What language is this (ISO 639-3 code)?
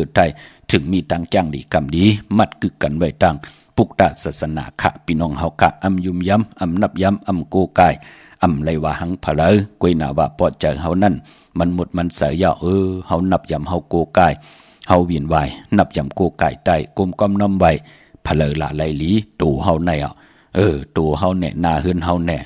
shn